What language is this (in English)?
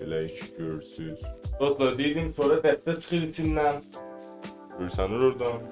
South Azerbaijani